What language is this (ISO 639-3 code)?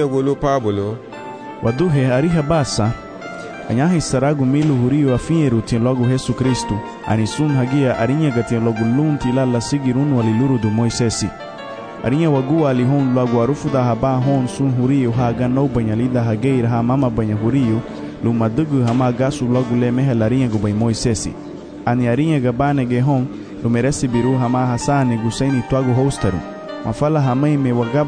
cab